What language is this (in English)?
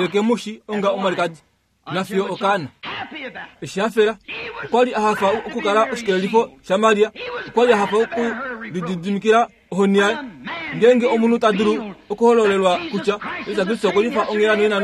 Kuanyama